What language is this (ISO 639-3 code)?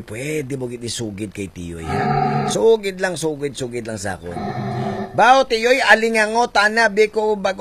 hil